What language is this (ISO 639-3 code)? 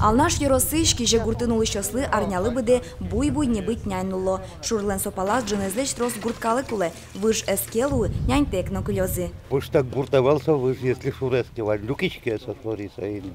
udm